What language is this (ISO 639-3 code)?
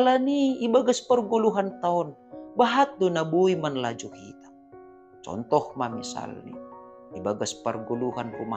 bts